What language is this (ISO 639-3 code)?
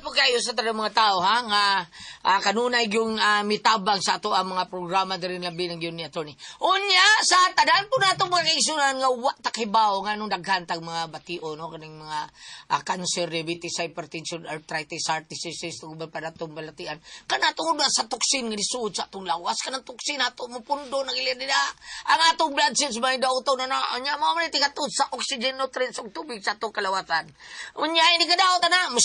ceb